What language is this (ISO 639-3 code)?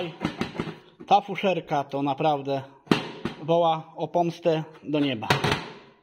pol